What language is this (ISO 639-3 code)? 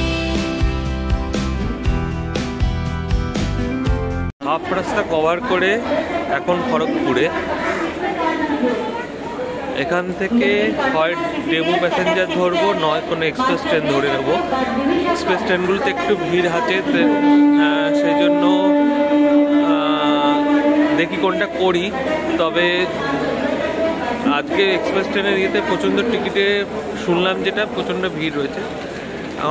ben